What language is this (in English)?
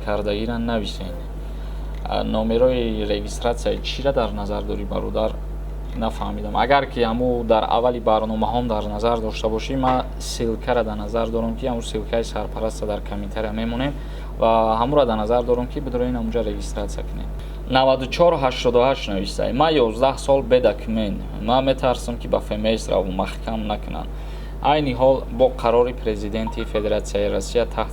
Tajik